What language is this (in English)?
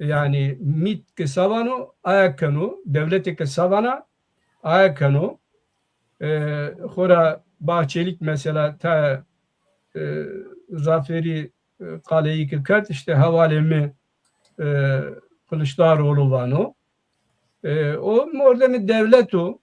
Zaza